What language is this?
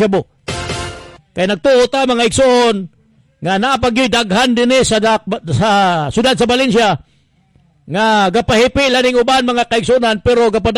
Cebuano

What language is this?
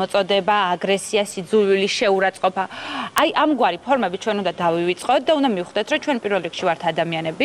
Georgian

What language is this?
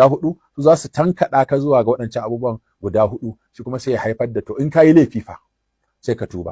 Hausa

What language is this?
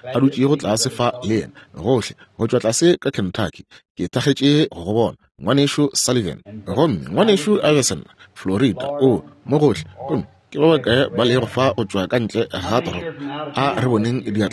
Northern Sotho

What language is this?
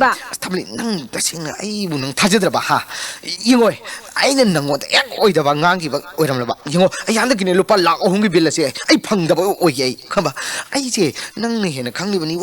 Manipuri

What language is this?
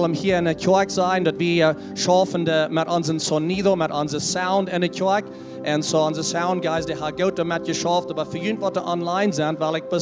Plautdietsch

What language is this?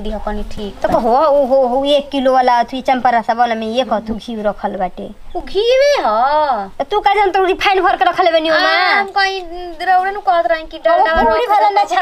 Bhojpuri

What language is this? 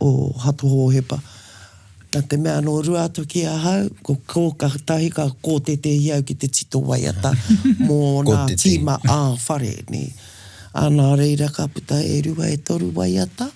Māori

